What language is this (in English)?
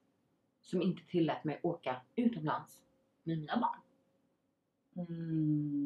Swedish